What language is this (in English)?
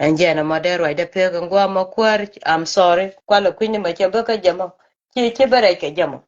Nuer